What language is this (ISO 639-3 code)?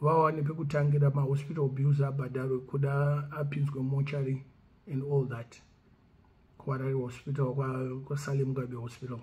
sna